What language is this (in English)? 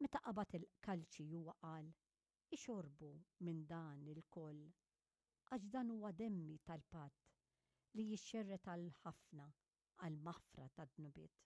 Maltese